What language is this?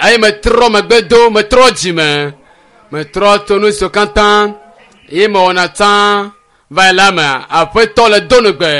Ewe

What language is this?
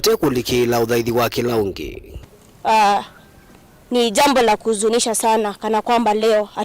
Kamba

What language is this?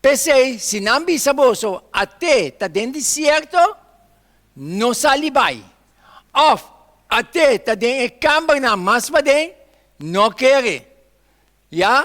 Papiamento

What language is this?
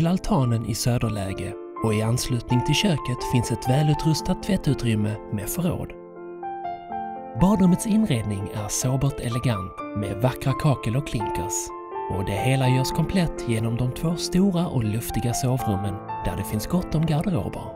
Swedish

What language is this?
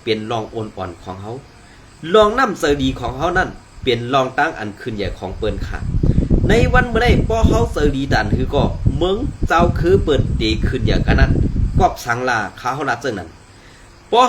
Shan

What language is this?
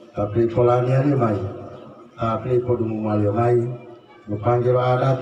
Gorontalo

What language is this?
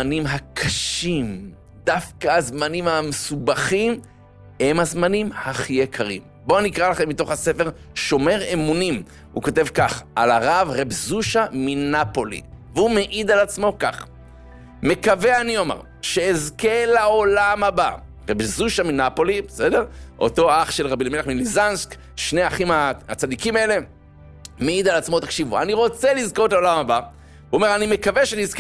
Hebrew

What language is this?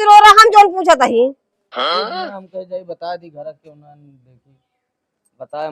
Awadhi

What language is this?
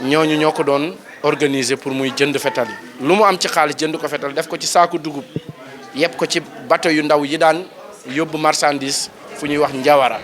Wolof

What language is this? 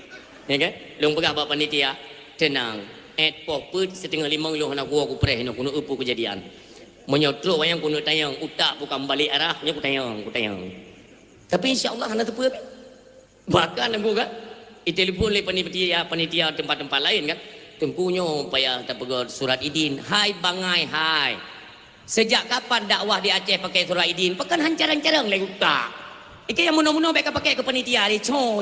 Achinese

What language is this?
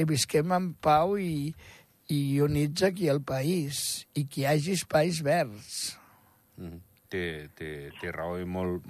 Catalan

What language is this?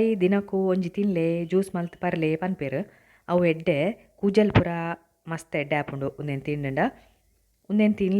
Tulu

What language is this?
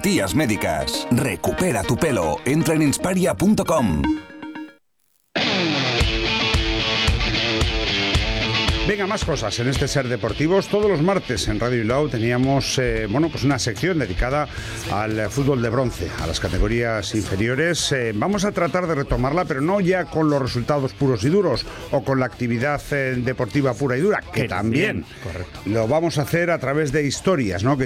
Spanish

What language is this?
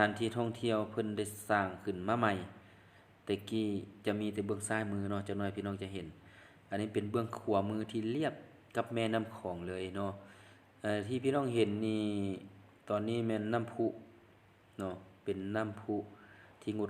Lao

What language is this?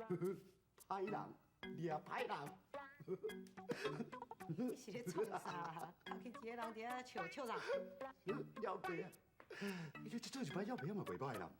Min Nan Chinese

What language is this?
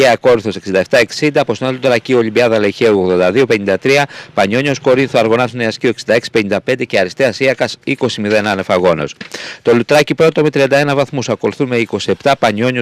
Greek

